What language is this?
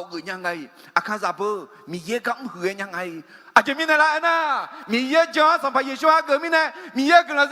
Akha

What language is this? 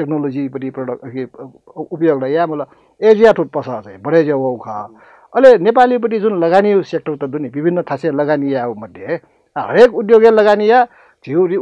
Newari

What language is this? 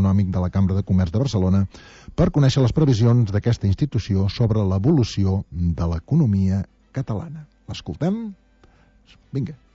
Catalan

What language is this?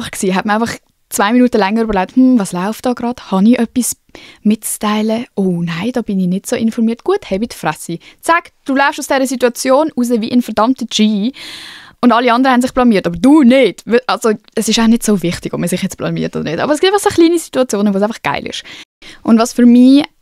Swiss German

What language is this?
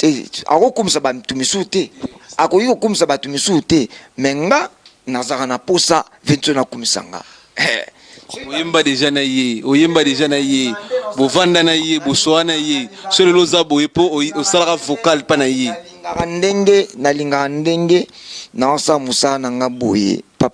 Lingala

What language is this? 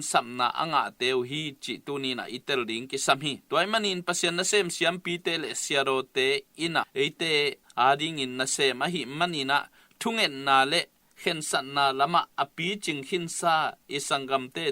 Tedim Chin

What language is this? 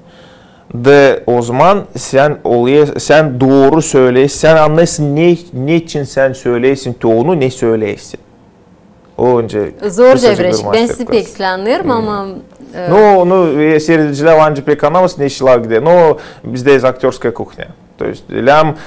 Gagauz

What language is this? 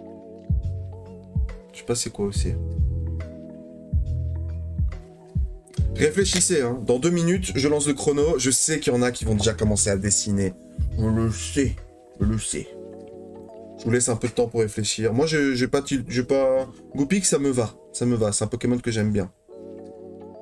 French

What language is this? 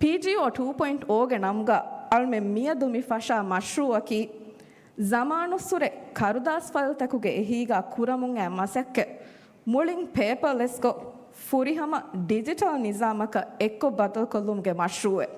Divehi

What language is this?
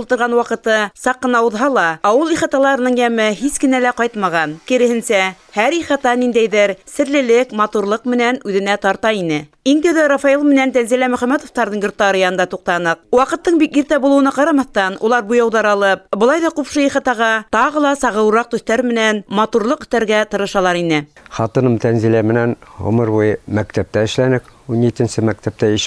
Bashkir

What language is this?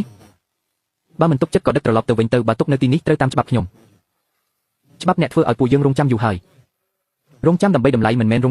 Khmer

